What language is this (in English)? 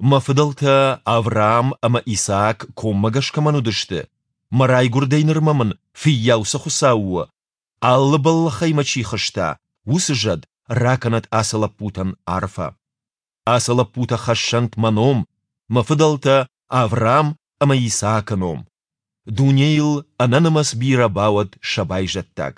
Ossetic